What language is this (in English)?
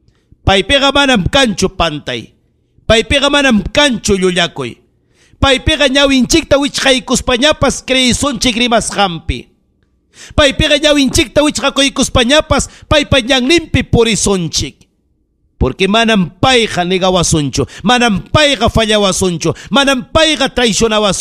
Ayacucho Quechua